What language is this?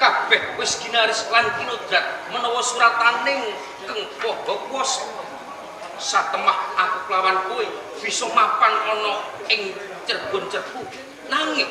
Javanese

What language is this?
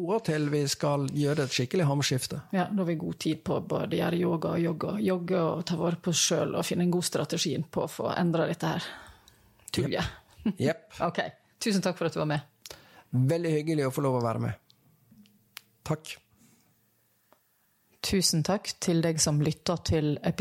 Norwegian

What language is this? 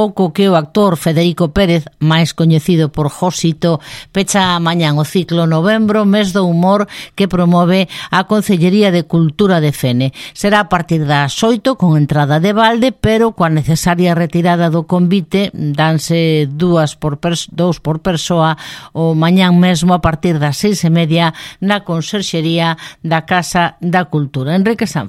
Galician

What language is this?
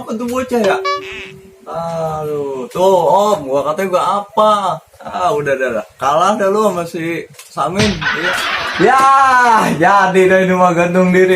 Betawi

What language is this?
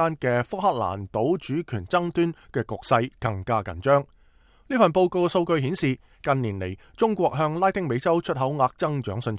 Cantonese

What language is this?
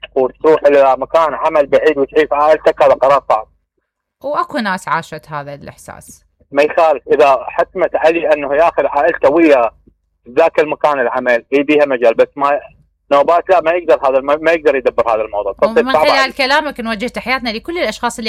Mesopotamian Arabic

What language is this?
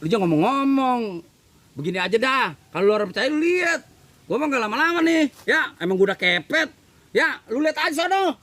Betawi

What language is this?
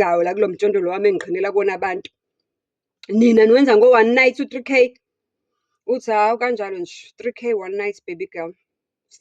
Zulu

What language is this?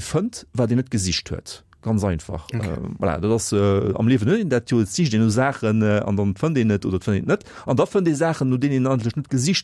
Luxembourgish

